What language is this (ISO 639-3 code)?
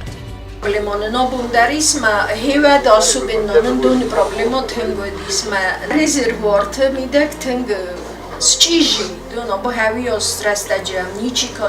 oss